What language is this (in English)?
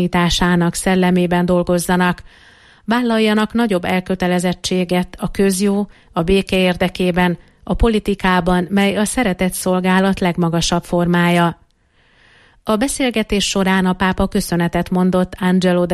Hungarian